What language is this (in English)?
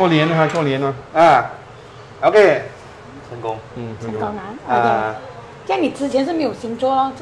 Chinese